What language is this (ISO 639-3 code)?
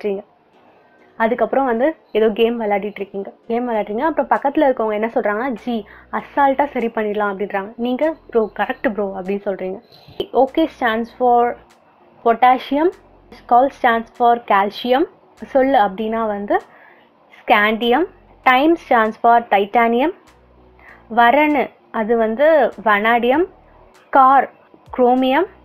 tam